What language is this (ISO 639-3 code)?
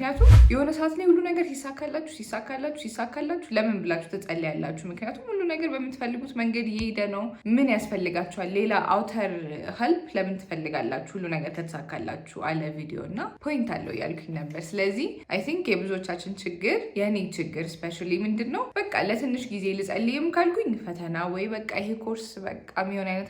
amh